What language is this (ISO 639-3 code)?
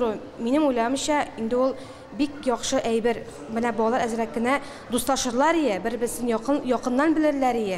tat